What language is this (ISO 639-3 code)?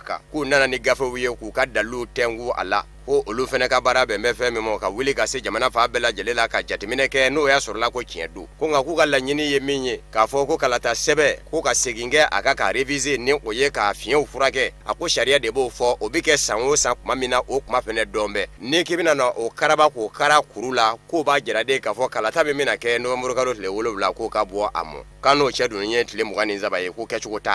bam